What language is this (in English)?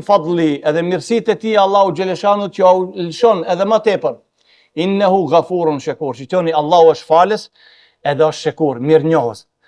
Albanian